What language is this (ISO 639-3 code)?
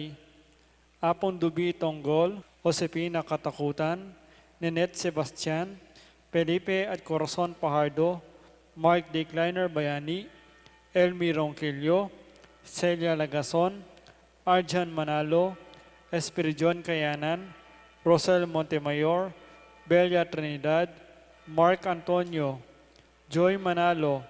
pam